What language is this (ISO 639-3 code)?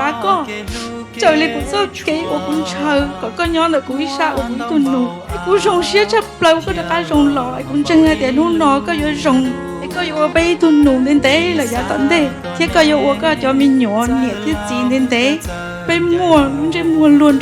hmn